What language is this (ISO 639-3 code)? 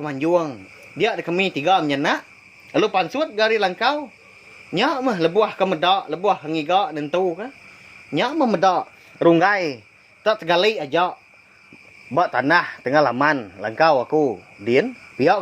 iba